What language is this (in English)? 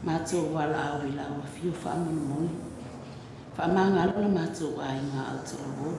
Samoan